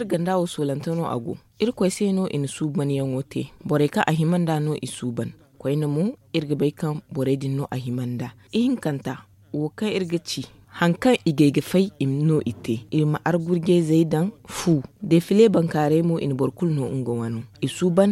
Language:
Zarma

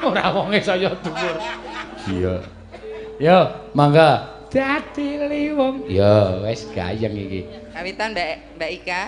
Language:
Javanese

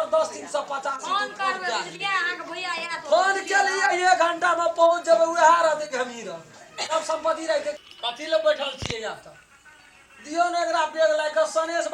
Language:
Maithili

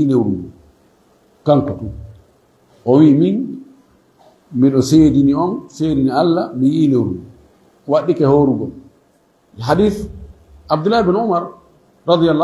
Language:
Fula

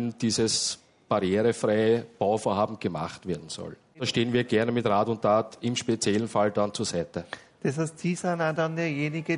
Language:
German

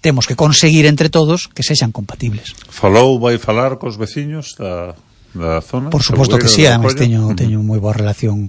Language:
Galician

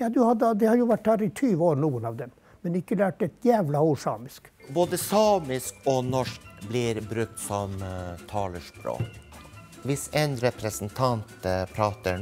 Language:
Norwegian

